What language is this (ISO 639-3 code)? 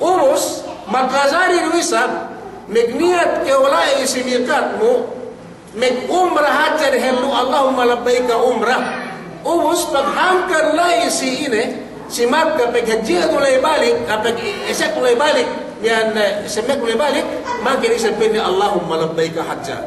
yka